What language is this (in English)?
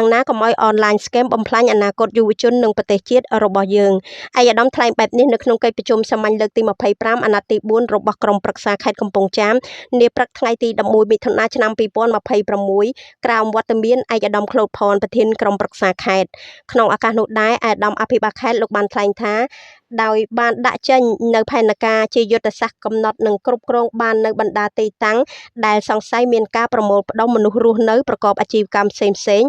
Khmer